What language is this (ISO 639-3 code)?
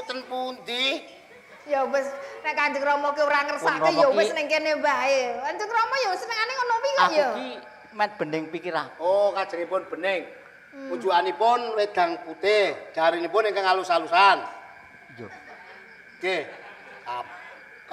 jav